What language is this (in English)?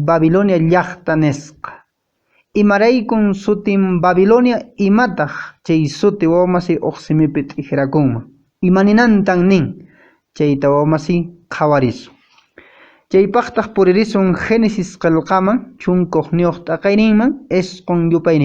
Quechua